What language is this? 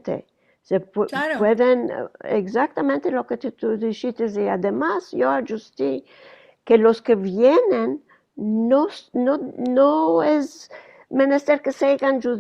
Ladino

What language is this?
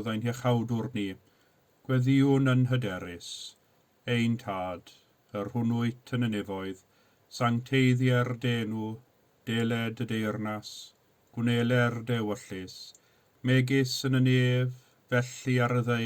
Welsh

